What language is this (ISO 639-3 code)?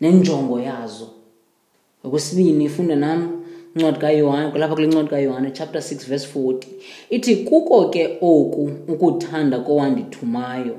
xho